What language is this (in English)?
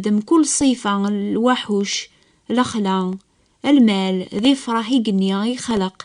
Kabyle